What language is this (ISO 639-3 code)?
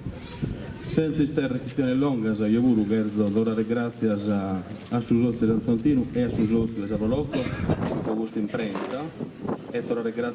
srd